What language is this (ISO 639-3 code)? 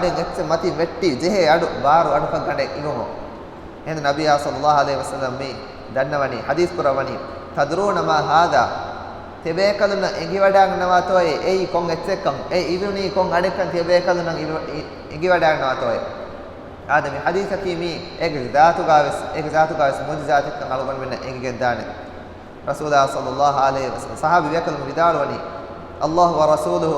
div